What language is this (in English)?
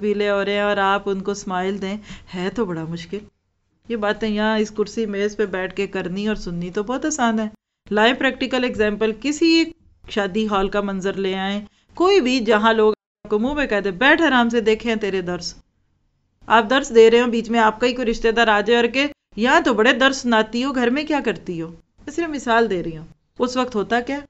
Urdu